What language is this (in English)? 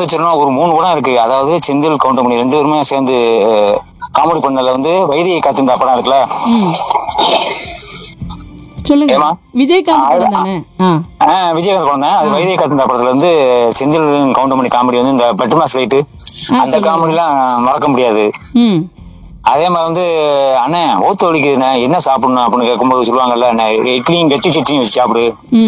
Tamil